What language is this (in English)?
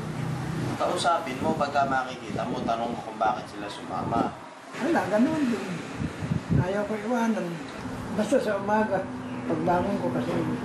Filipino